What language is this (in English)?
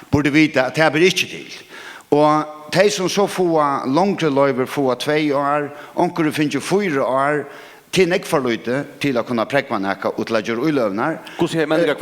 Faroese